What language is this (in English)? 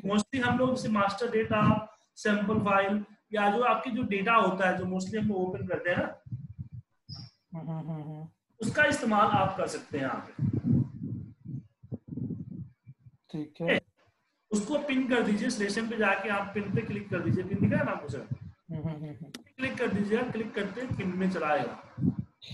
Hindi